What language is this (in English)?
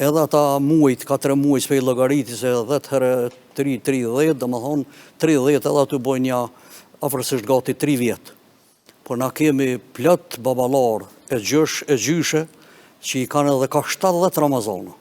Albanian